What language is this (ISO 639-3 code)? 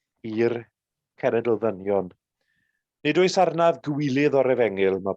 cym